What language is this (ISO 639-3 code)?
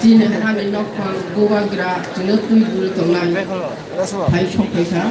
trp